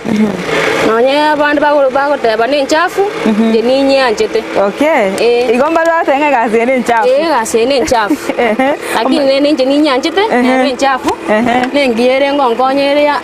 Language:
Gusii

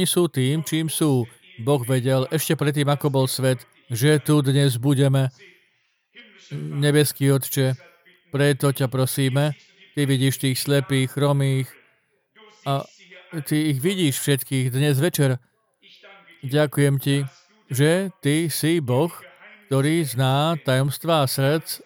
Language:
Slovak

